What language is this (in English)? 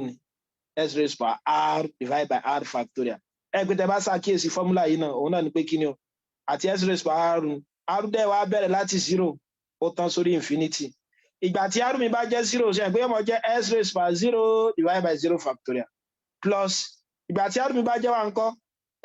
Yoruba